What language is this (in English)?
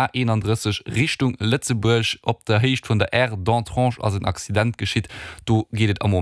Luxembourgish